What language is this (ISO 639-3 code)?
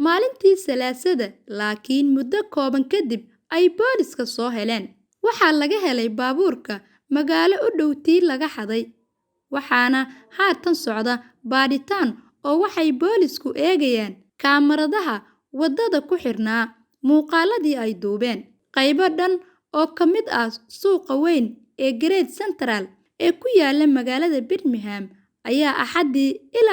som